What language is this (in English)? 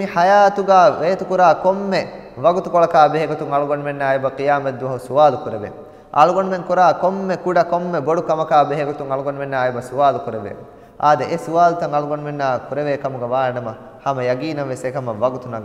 Divehi